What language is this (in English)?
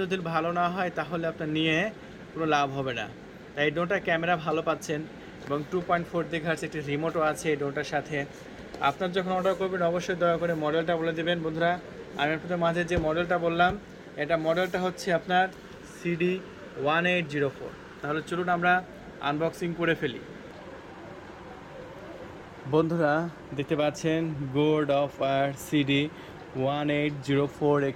Bangla